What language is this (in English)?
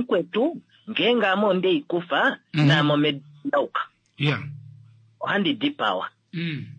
Kuanyama